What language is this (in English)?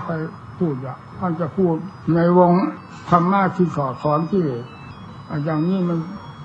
Thai